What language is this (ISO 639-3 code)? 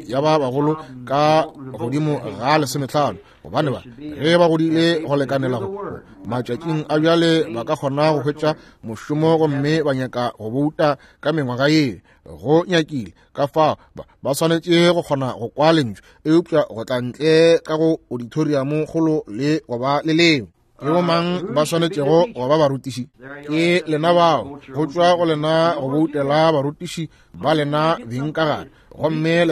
nso